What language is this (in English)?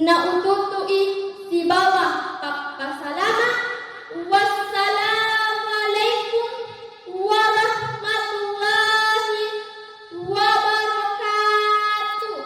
Buginese